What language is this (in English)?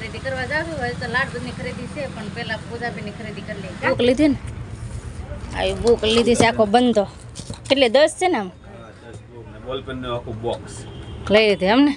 Gujarati